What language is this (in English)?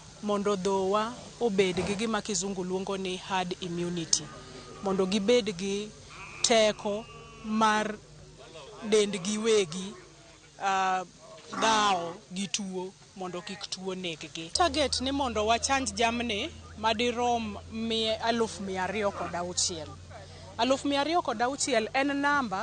Luo (Kenya and Tanzania)